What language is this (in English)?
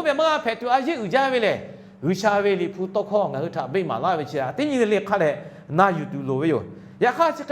Lahu